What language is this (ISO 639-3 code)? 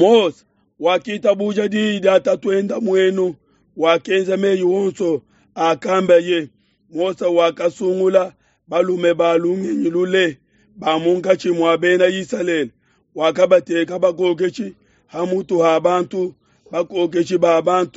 lua